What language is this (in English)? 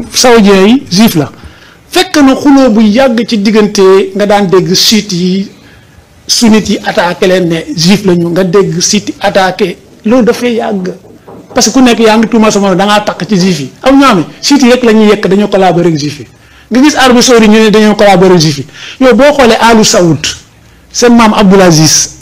Wolof